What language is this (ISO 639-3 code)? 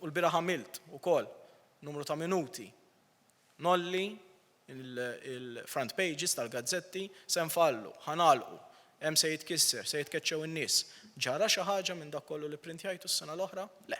mlt